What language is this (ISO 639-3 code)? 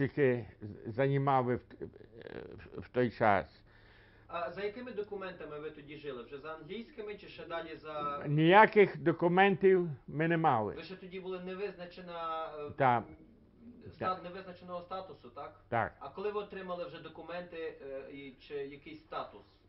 ukr